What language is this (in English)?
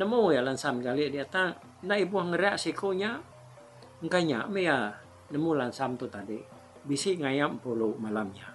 Iban